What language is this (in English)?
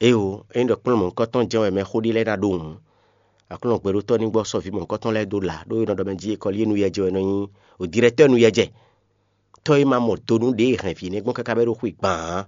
Fon